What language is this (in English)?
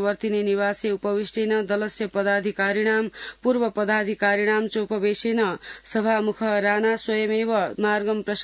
Sanskrit